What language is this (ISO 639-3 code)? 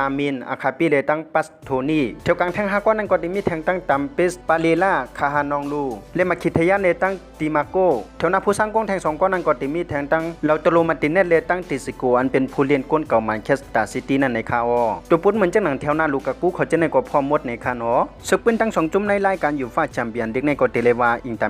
shn